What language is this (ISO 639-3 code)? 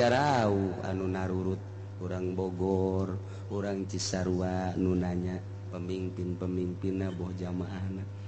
sun